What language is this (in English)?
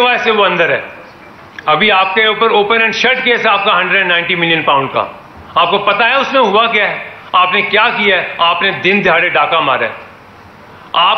Urdu